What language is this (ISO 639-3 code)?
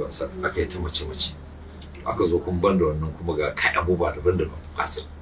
hau